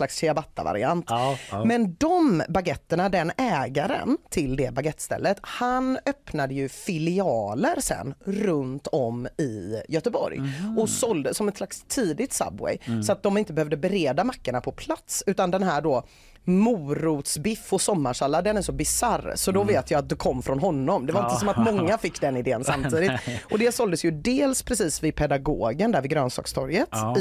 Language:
Swedish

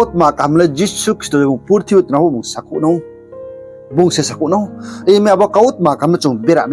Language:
Riang (India)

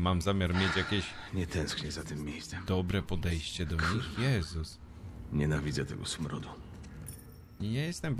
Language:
Polish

